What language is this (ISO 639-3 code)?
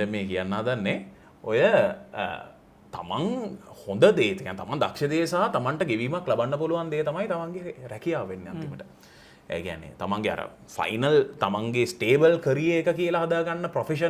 sin